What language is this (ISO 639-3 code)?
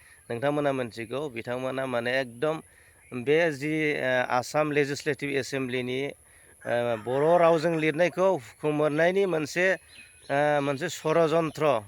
brx